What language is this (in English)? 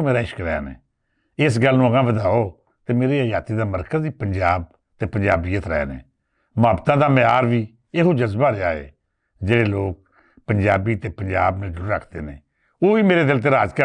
Western Panjabi